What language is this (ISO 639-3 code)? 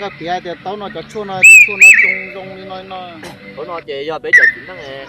hmn